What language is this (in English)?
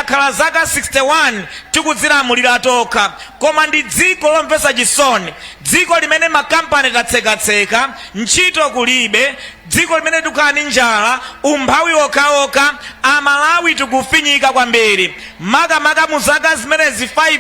Nyanja